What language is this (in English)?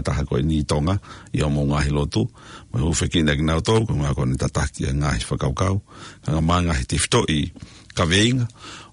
Tongan